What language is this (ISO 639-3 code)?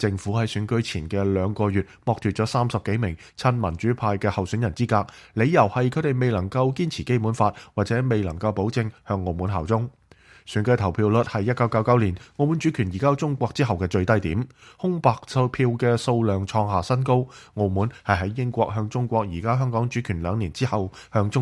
yue